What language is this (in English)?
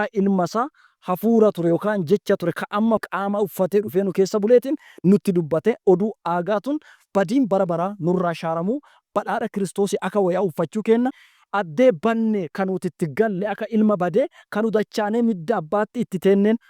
Oromo